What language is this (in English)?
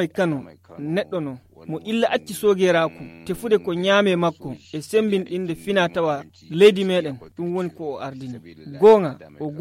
Nigerian Fulfulde